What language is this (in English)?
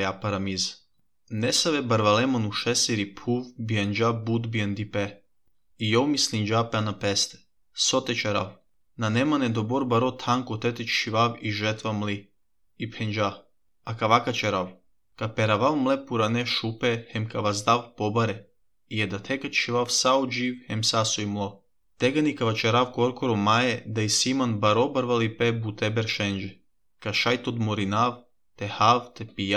Serbian